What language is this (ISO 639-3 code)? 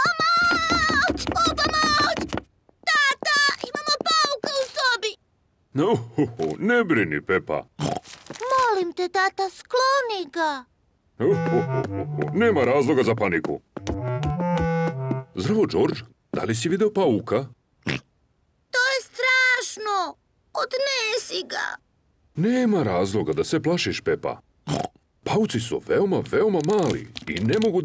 srp